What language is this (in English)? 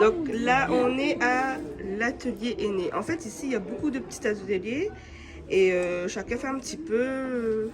Réunion Creole French